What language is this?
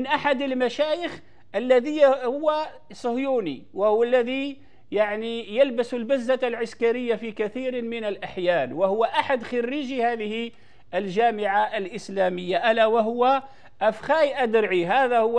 Arabic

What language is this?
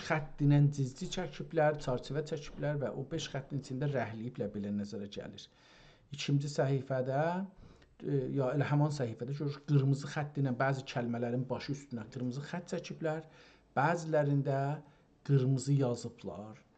South Azerbaijani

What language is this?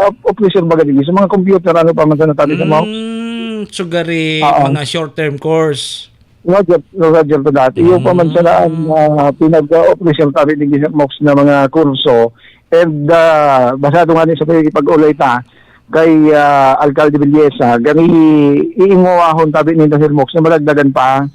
Bikol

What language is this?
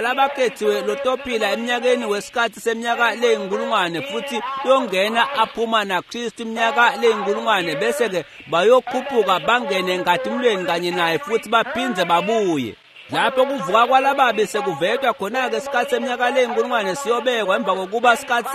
Swati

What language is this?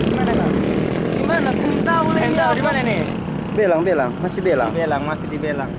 Manado Malay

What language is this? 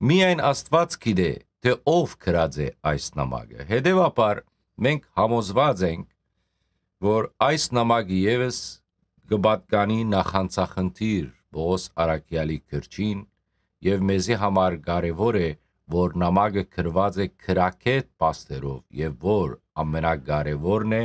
Western Armenian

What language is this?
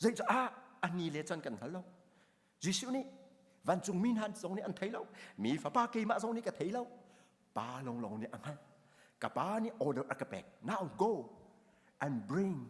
Hakha Chin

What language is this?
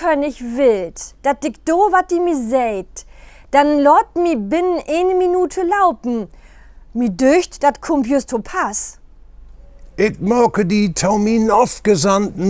Low German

